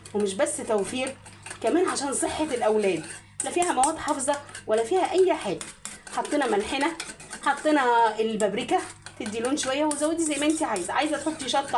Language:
Egyptian Arabic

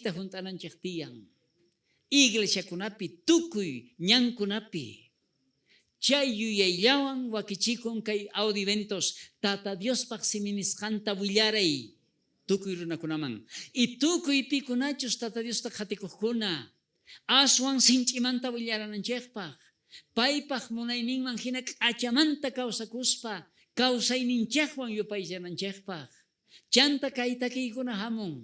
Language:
South Bolivian Quechua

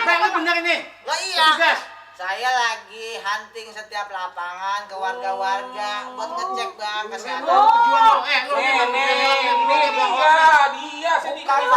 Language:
Betawi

